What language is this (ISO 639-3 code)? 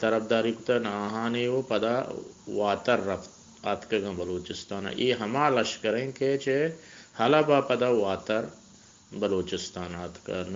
bgp